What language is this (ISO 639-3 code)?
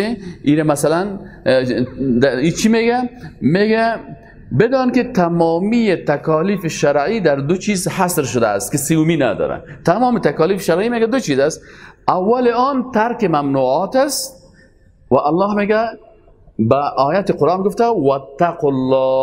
fas